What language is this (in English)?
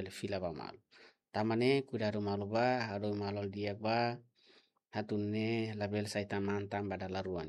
Tetum